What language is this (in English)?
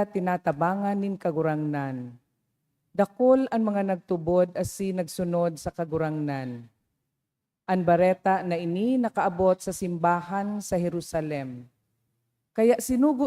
Bikol